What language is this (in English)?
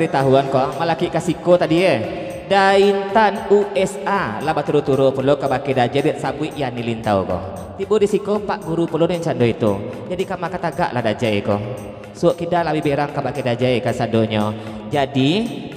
Minangkabau